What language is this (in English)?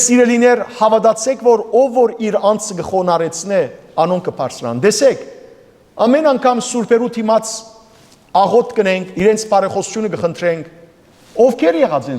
Western Armenian